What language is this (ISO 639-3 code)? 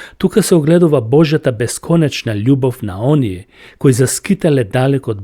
mkd